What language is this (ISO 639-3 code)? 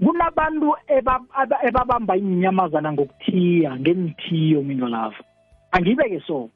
nbl